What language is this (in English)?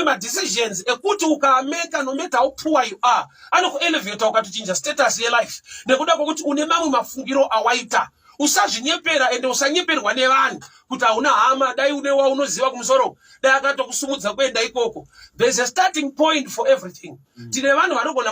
Shona